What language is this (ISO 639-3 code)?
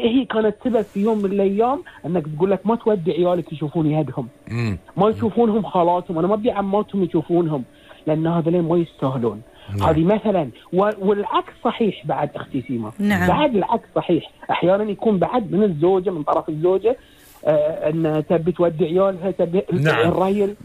afb